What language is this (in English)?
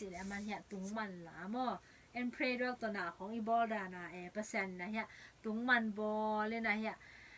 Tedim Chin